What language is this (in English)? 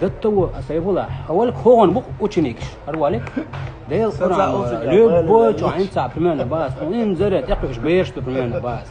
Chechen